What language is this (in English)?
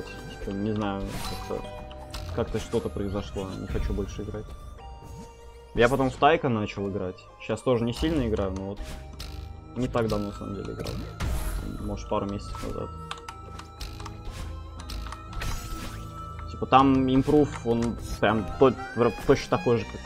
Russian